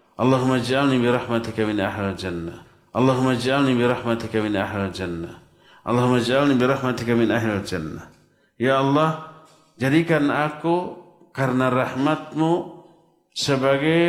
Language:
Indonesian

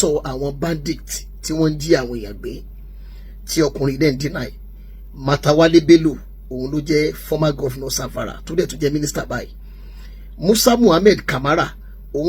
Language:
Yoruba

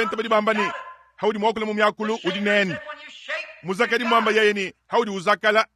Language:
Luba-Lulua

